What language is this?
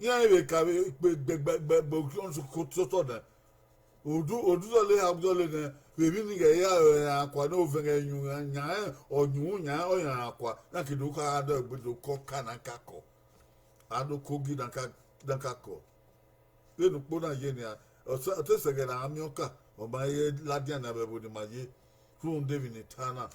Bini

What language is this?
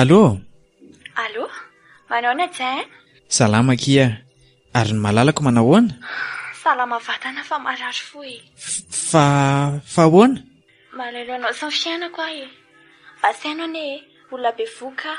Malagasy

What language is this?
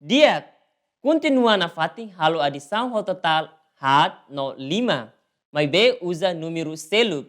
Tetum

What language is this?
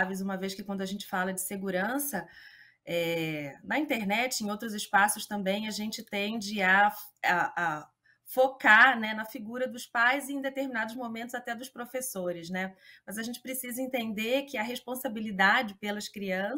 Portuguese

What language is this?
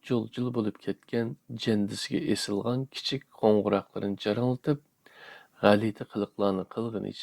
Uyghur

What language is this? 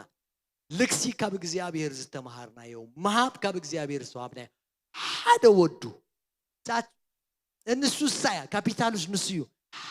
Tigrinya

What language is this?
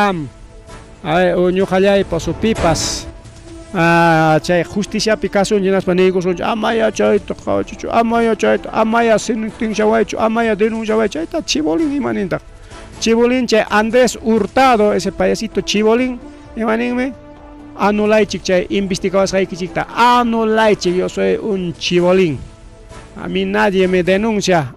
Ayacucho Quechua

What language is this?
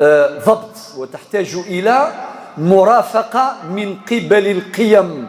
Kabyle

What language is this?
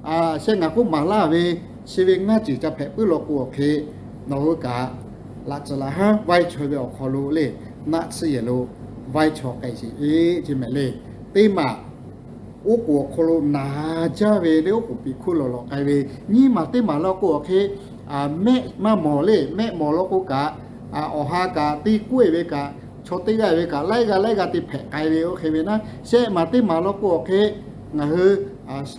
Lahu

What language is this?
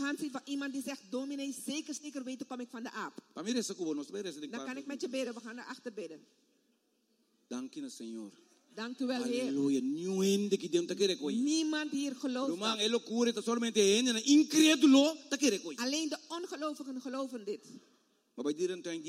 Dutch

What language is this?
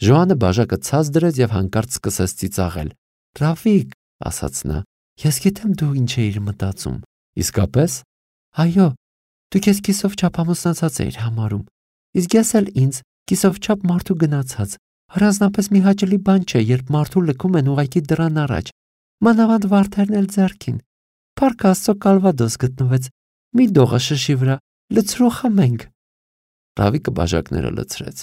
Armenian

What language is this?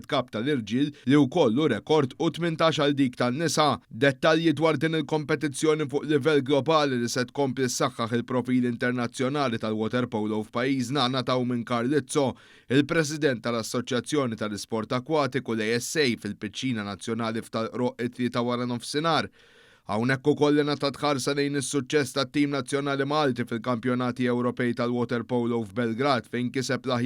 Maltese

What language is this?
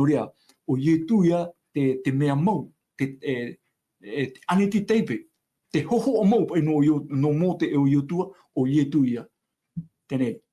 Tahitian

